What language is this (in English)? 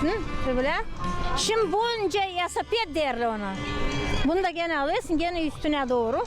Gagauz